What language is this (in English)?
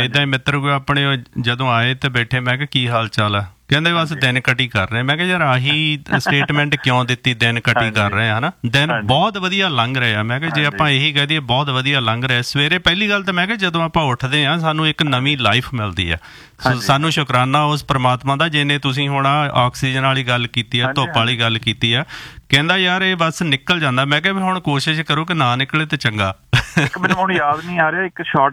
Punjabi